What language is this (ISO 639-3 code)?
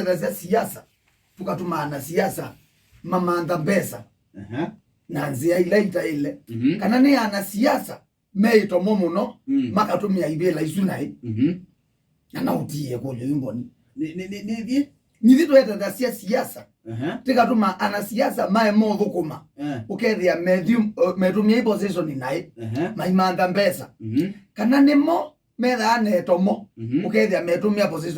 kam